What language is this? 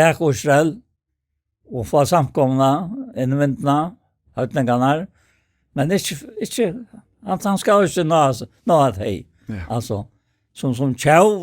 Faroese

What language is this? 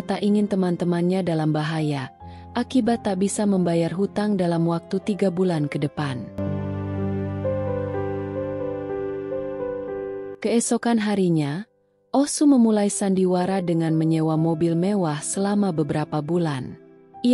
Indonesian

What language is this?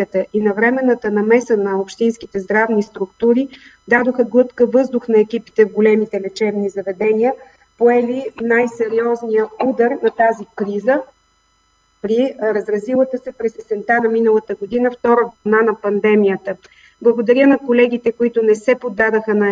Bulgarian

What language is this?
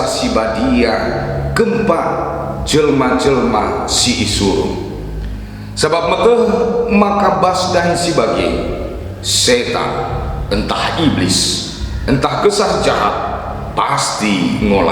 Batak Karo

